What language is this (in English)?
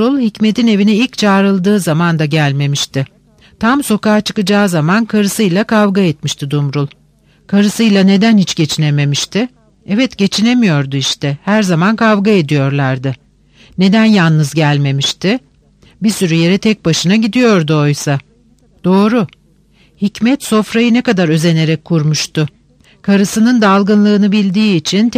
Turkish